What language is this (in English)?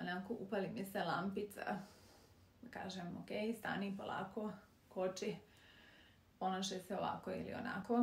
Serbian